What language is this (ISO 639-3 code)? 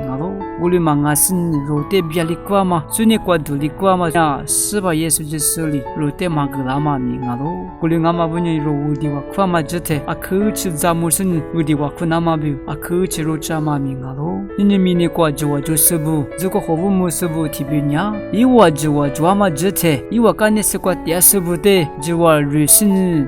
lis